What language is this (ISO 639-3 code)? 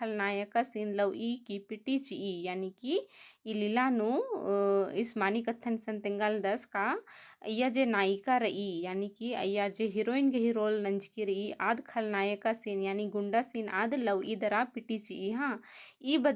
kru